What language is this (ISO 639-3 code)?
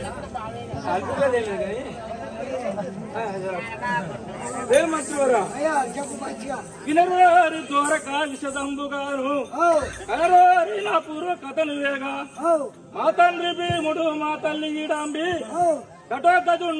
tel